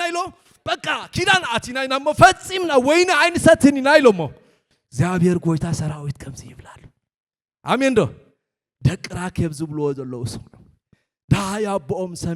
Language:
Tigrinya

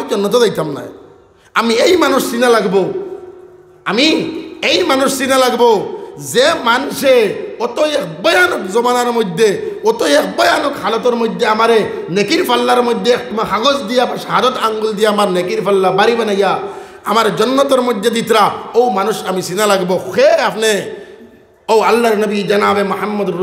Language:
Sylheti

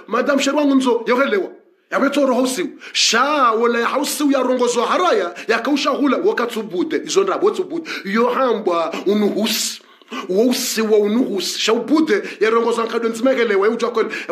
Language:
Swahili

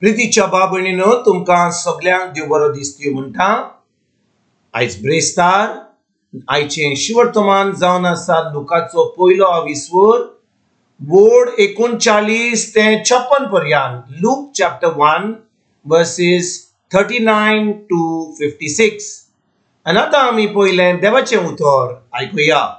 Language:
Konkani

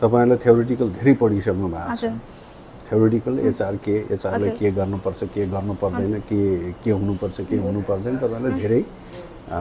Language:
Nepali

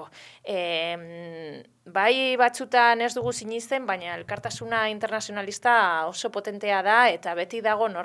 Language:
Basque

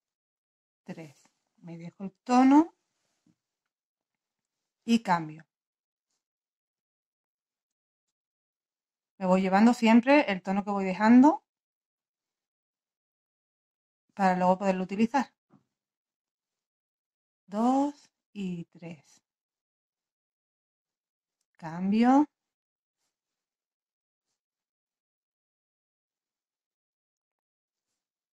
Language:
Spanish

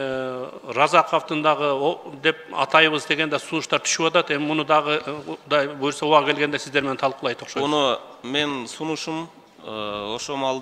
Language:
Kyrgyz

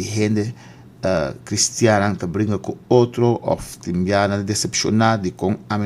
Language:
Papiamento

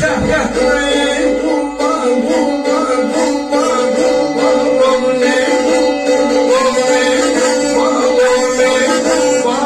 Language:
South Azerbaijani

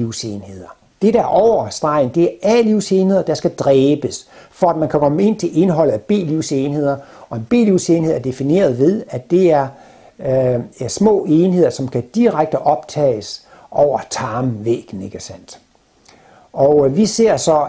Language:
Danish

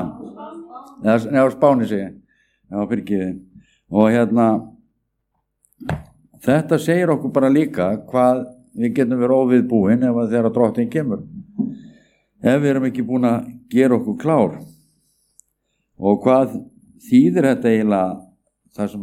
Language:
Icelandic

